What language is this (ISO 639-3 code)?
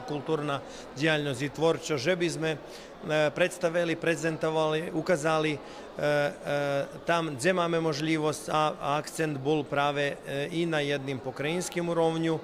rue